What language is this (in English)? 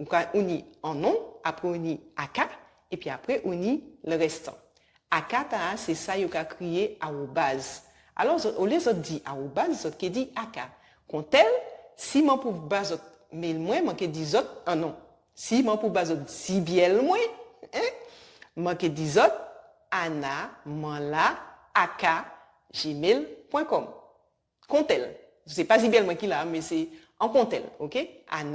Guadeloupean Creole French